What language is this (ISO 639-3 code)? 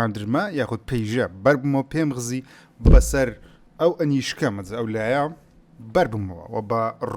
ckb